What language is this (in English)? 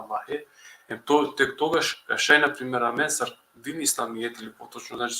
Balkan Romani